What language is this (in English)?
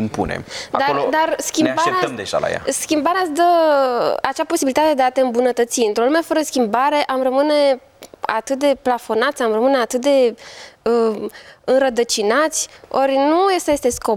Romanian